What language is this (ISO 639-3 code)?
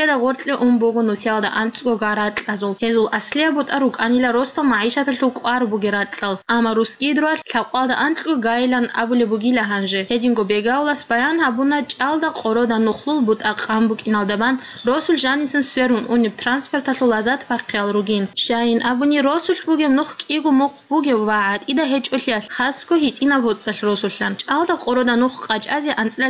ava